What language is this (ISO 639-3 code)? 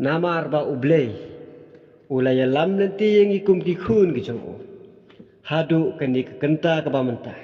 kha